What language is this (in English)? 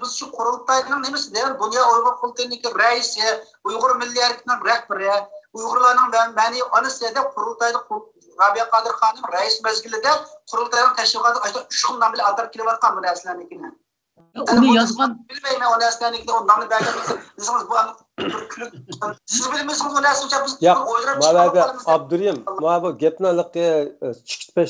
Uyghur